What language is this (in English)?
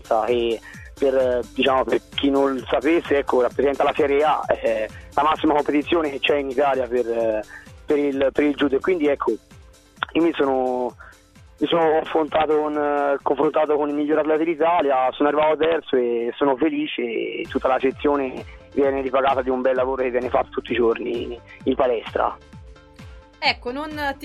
Italian